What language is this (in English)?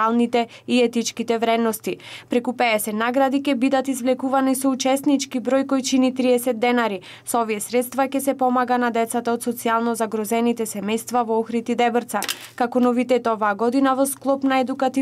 Macedonian